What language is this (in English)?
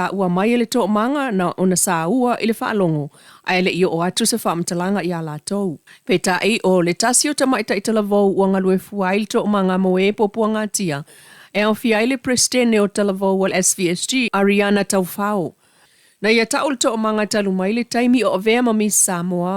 Samoan